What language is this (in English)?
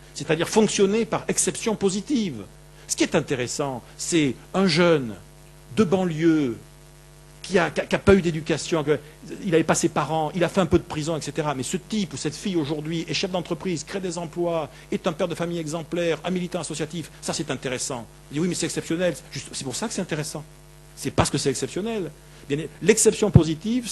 French